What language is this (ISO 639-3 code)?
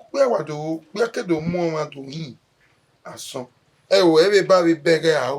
bin